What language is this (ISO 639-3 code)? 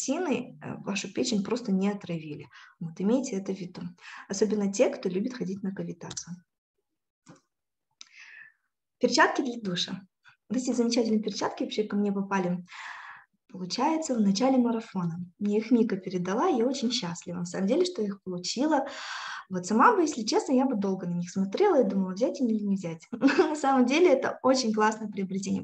rus